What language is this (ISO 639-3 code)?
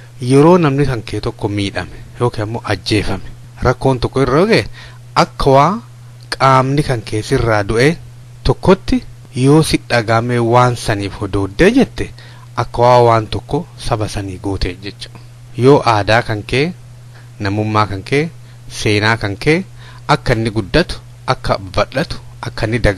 orm